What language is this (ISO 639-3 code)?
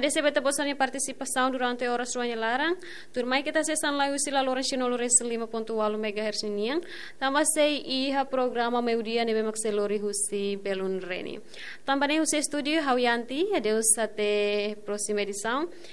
tet